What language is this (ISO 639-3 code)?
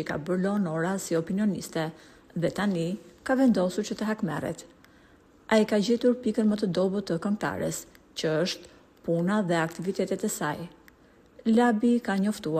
sqi